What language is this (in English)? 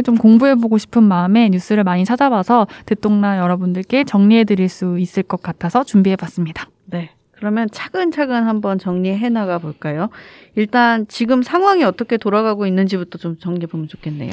Korean